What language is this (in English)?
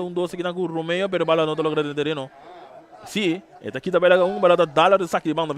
Papiamento